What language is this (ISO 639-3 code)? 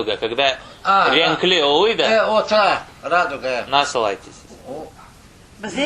crh